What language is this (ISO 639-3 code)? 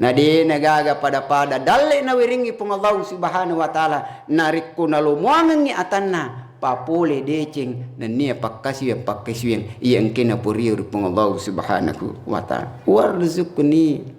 bug